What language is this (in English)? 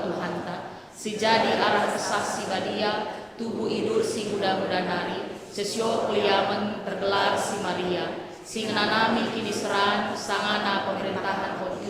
Batak Karo